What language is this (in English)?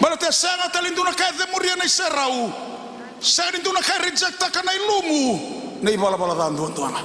Fijian